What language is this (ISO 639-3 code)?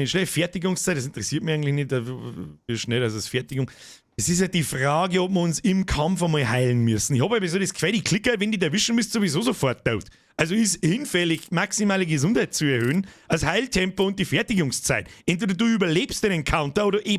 bar